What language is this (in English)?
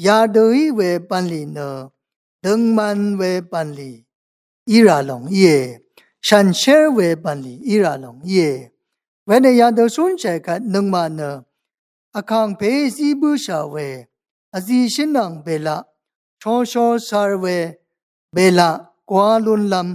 Rawang